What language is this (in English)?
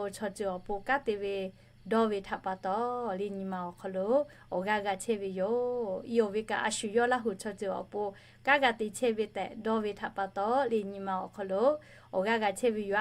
Lahu